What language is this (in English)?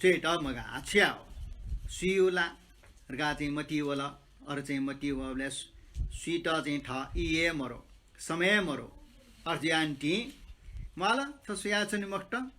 Newari